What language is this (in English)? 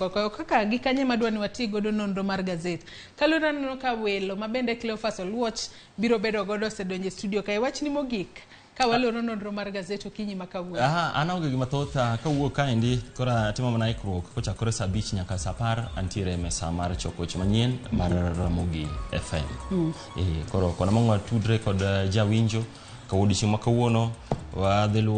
Luo (Kenya and Tanzania)